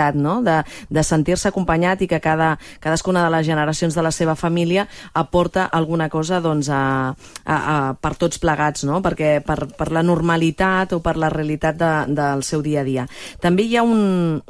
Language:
Catalan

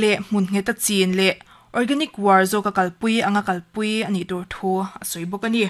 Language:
Mizo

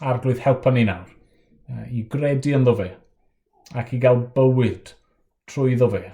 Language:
Welsh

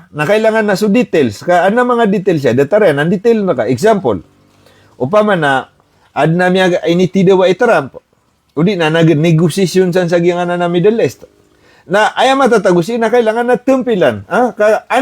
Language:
Maranao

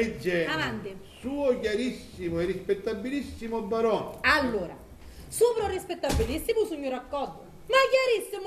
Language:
Sicilian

